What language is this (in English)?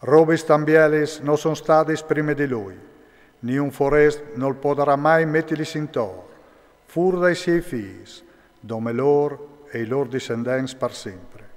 Friulian